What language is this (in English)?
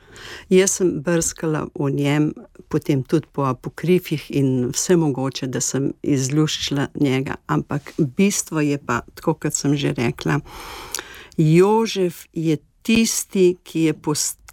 Slovenian